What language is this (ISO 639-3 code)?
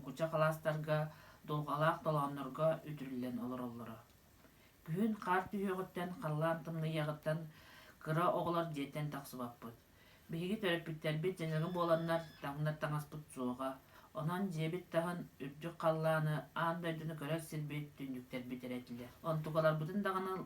sah